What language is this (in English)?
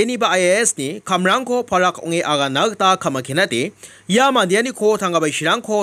Garo